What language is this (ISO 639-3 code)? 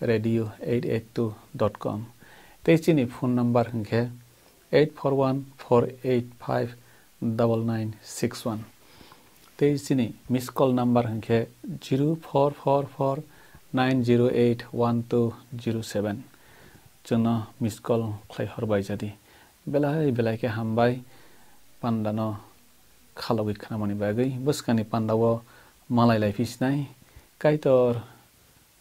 trp